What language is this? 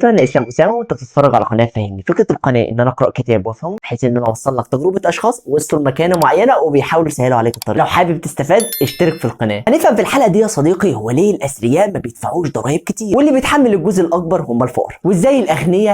Egyptian Arabic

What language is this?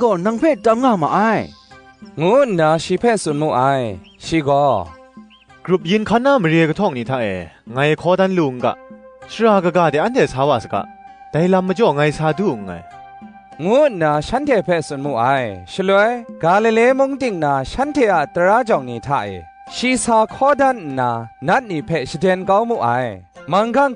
Kachin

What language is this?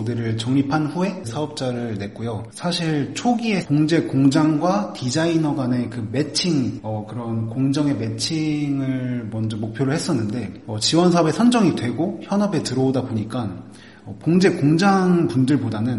Korean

